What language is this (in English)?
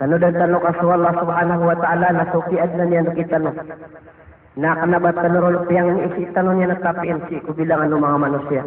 Maranao